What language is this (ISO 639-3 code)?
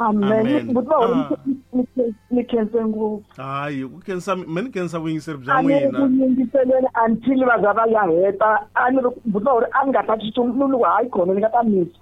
tso